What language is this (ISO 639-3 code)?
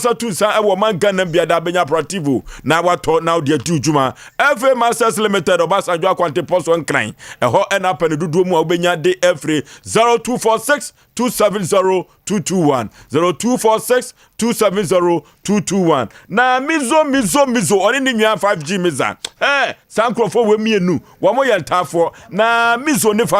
aka